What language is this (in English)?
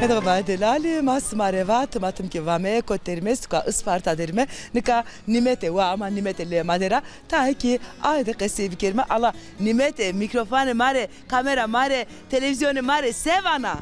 Zaza